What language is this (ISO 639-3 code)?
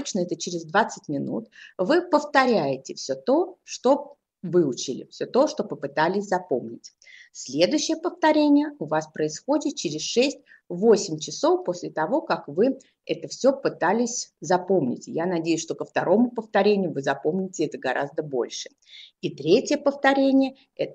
rus